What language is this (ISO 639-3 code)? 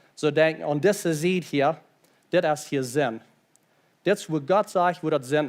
pdt